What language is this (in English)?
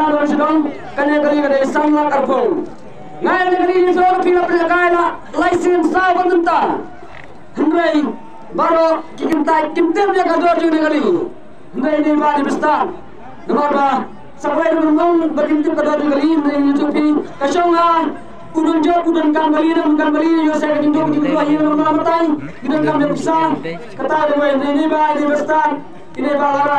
Khasi